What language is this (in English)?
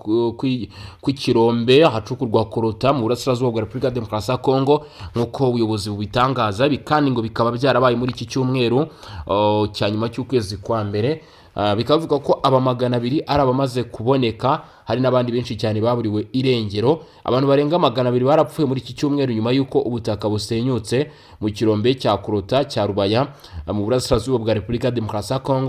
Kinyarwanda